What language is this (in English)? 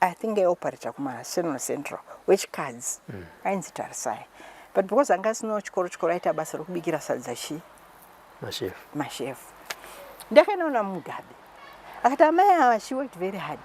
Shona